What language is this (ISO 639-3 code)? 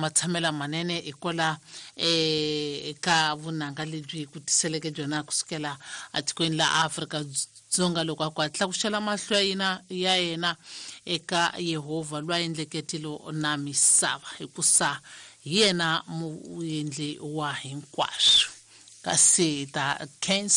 tso